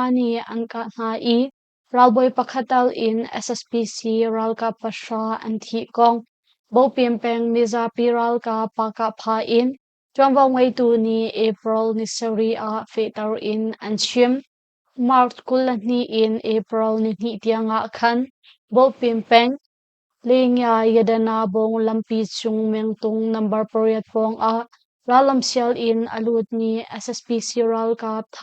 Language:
Hakha Chin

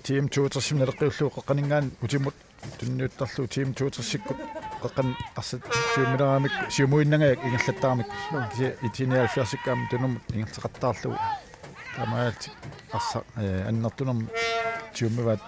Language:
Kalaallisut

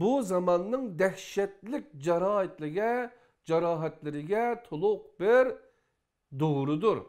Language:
Uyghur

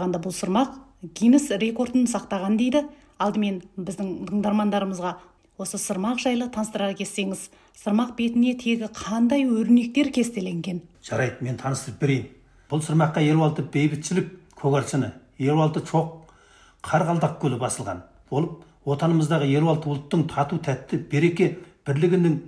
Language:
Kazakh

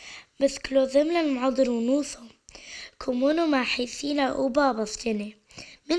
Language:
Turoyo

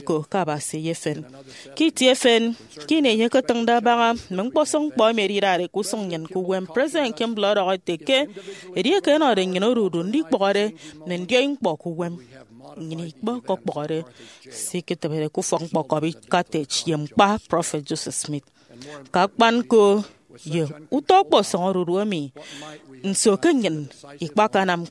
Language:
Efik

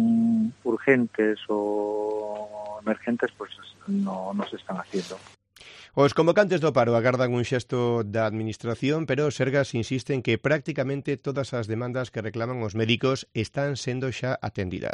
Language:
Galician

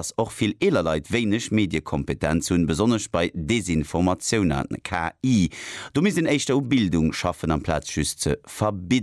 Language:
Luxembourgish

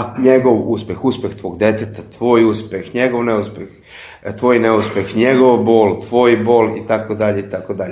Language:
Serbian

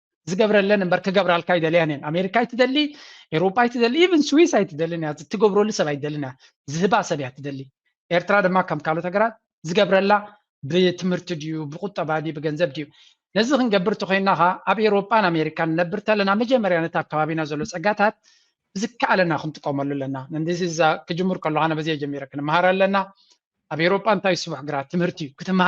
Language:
Tigrinya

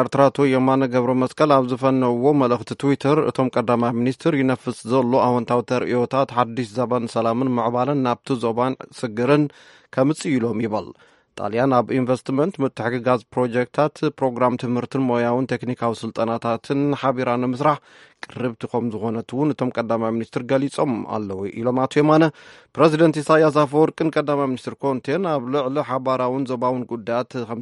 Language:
Tigrinya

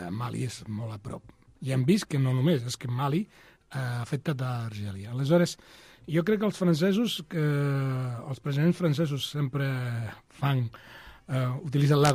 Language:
Catalan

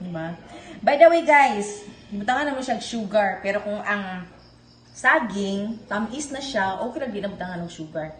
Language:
Cebuano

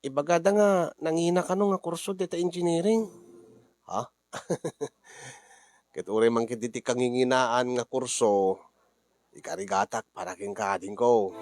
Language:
Iloko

